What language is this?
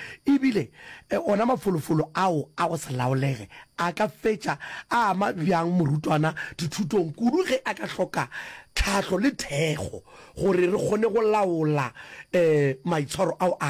Northern Sotho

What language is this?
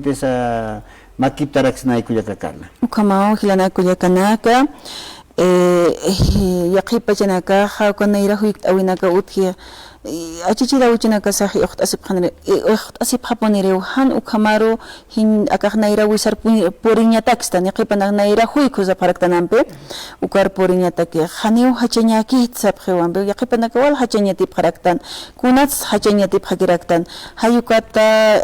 Aymara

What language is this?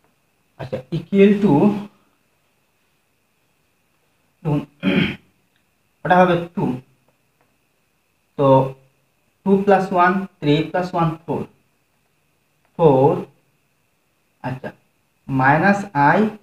Bangla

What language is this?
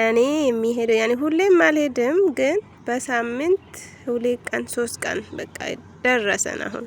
Amharic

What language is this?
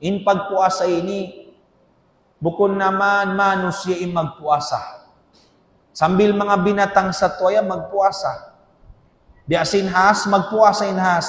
Tausug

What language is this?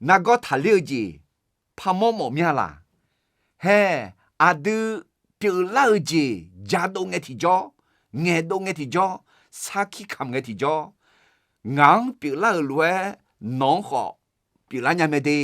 Akha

